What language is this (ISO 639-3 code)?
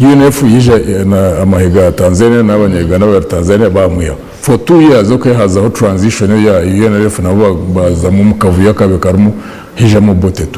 nyn